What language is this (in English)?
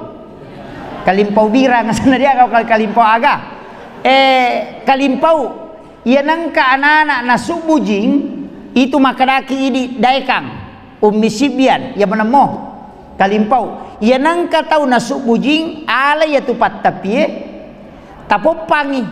Buginese